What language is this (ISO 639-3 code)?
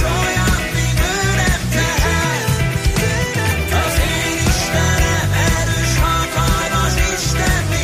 hun